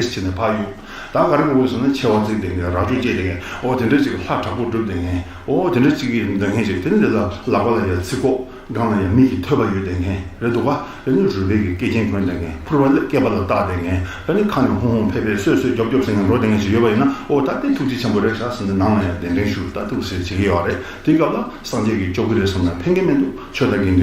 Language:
Tibetan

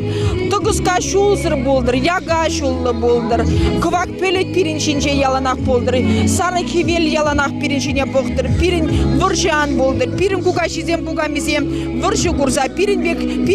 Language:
Chuvash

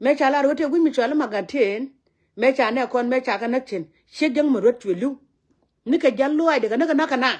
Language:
Nuer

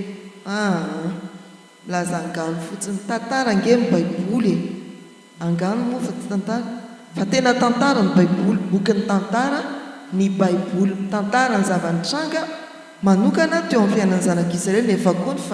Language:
Malagasy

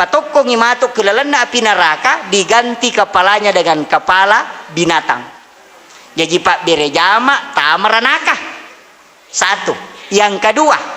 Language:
Buginese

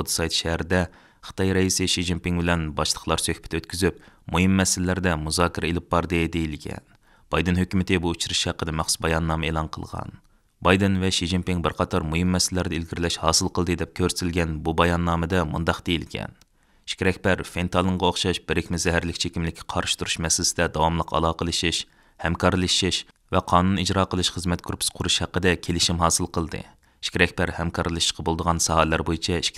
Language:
Uyghur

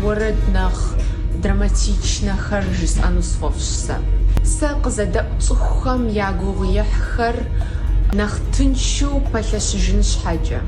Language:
Kabardian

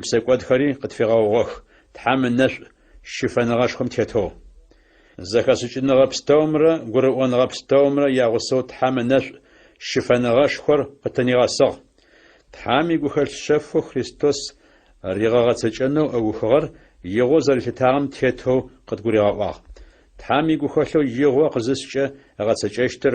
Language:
Adyghe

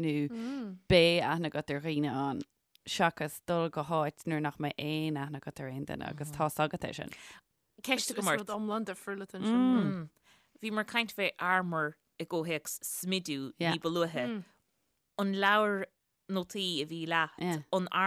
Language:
Irish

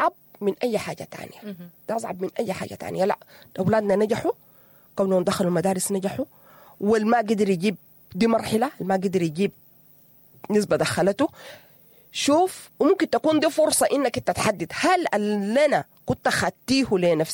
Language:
Sudanese Arabic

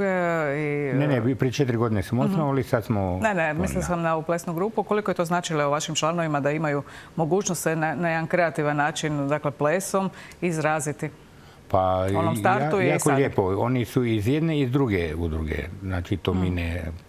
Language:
Croatian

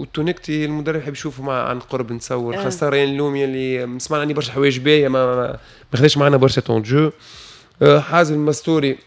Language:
Tunisian Arabic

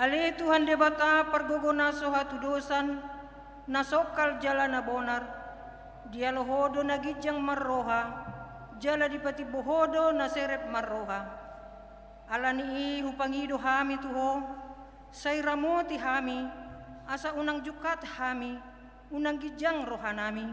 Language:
Batak Toba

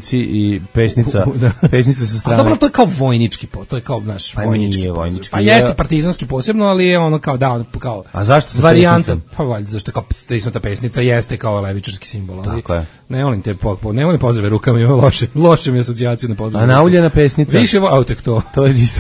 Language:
Serbian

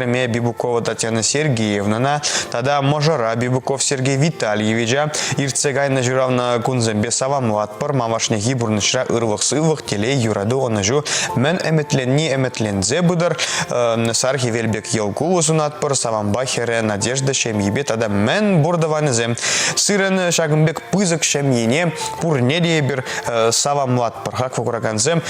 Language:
Chuvash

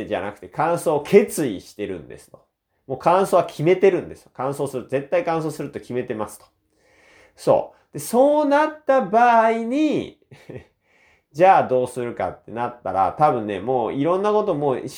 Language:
Japanese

